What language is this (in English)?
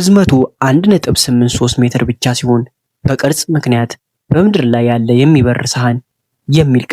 Amharic